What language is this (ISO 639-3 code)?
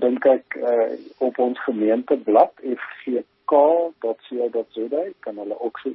afr